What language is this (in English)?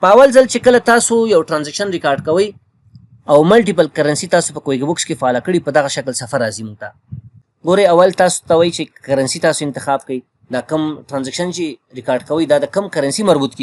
Pashto